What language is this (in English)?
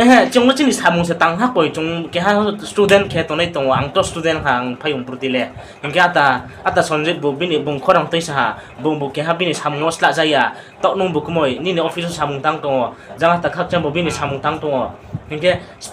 Riang (India)